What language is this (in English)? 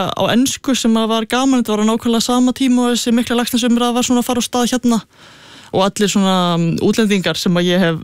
Icelandic